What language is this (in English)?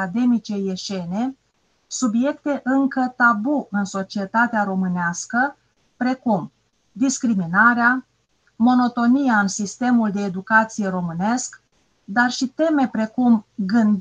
Romanian